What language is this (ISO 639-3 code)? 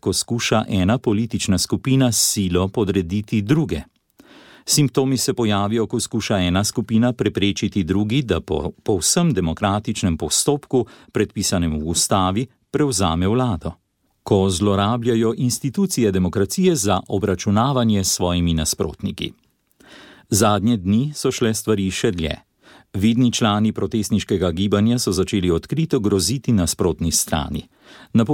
slv